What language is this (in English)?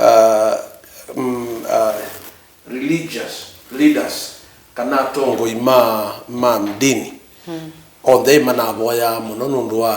Kamba